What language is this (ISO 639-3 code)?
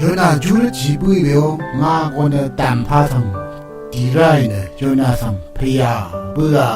raw